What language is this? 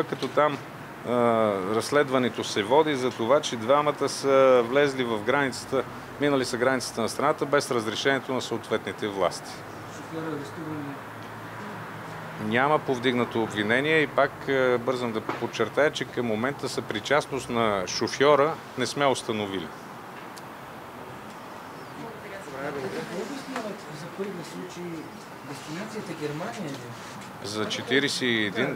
Bulgarian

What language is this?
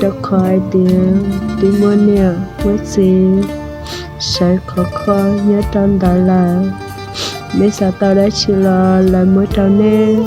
Hmong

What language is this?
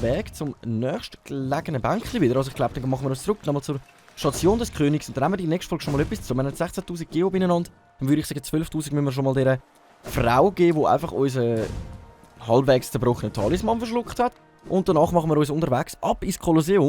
Swiss German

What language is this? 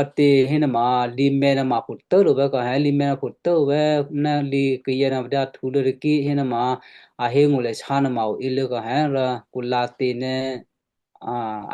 Western Kayah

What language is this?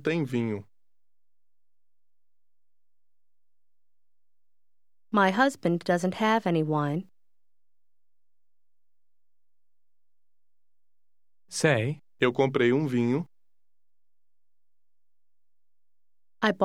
Portuguese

